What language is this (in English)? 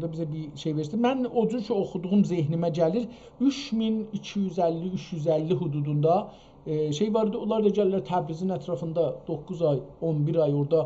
South Azerbaijani